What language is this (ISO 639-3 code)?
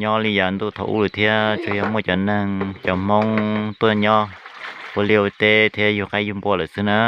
hmn